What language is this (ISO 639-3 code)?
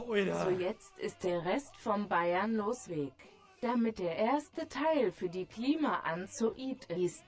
bar